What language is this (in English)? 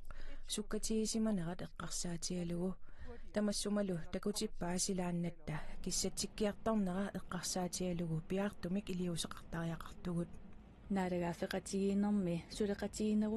Kalaallisut